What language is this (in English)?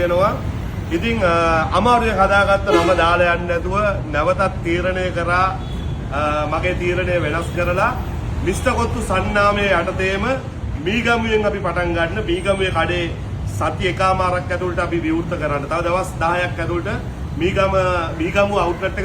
Sinhala